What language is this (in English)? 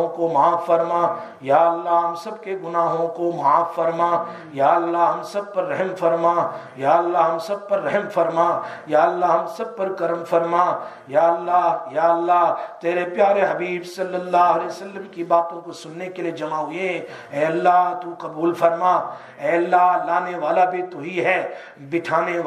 Urdu